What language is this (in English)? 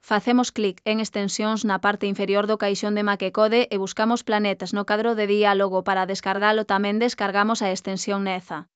Galician